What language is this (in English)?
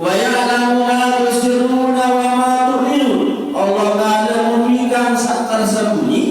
Sasak